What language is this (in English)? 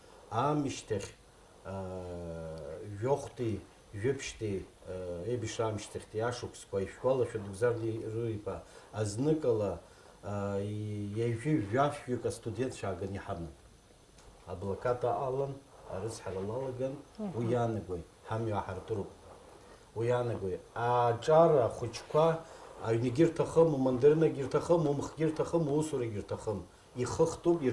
Abkhazian